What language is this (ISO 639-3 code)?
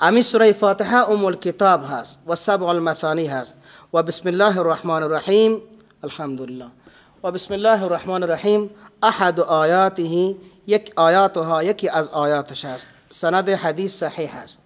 fas